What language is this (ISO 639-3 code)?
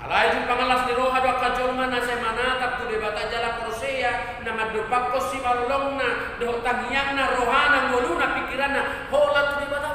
bbc